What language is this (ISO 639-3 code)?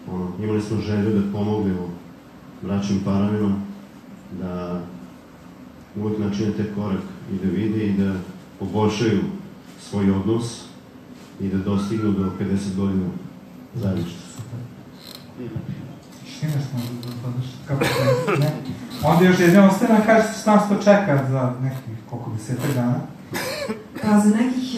srp